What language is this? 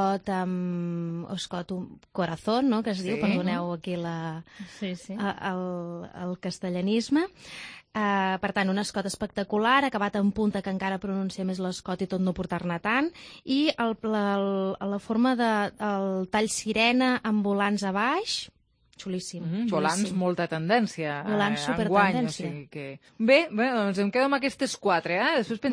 Catalan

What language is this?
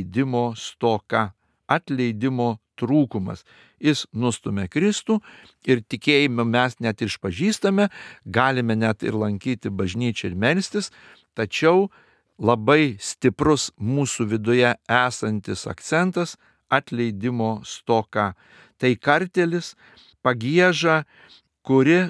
Lithuanian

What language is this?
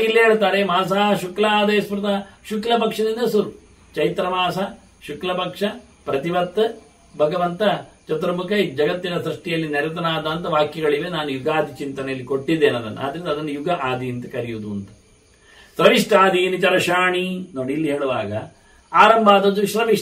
Kannada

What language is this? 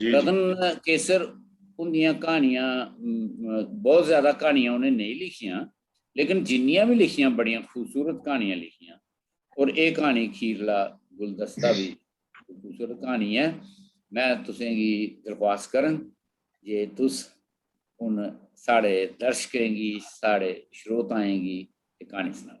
Dogri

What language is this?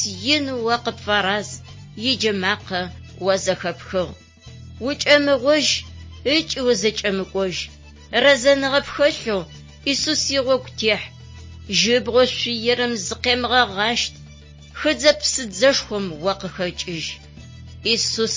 Adyghe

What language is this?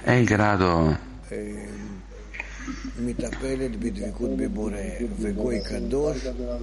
Italian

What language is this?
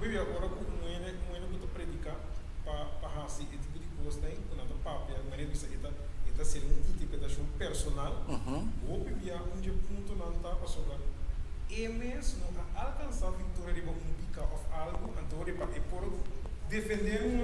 Papiamento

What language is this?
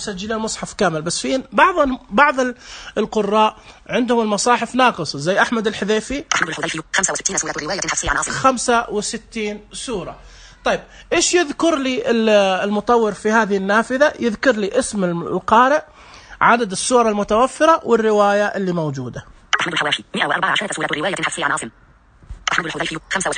Najdi Arabic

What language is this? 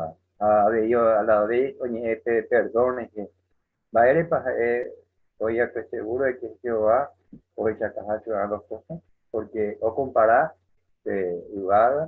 Guarani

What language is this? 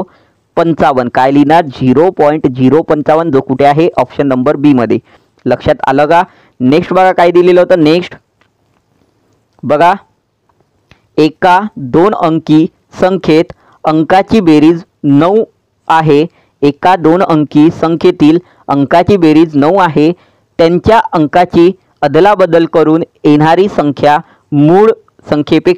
Marathi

